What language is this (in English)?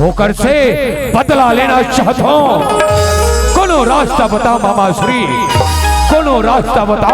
Chhattisgarhi